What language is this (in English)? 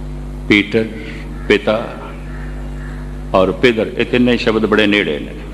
Punjabi